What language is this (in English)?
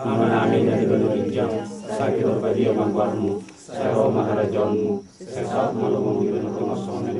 Batak Toba